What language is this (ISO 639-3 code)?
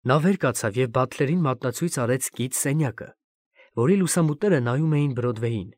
hye